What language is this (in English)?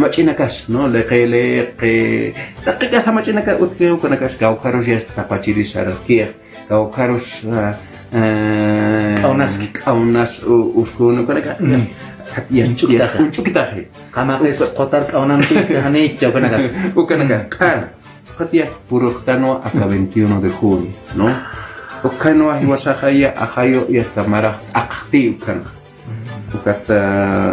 Aymara